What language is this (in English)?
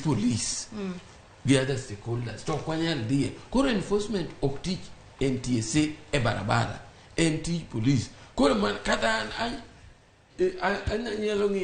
Luo (Kenya and Tanzania)